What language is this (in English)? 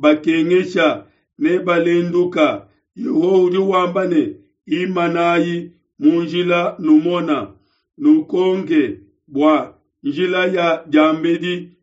Luba-Lulua